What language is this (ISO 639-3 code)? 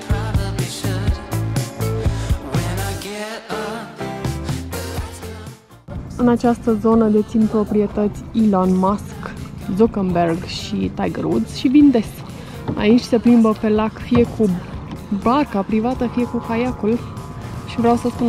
ron